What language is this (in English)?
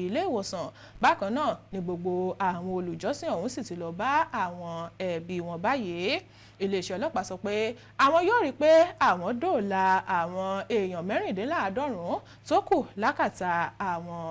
Yoruba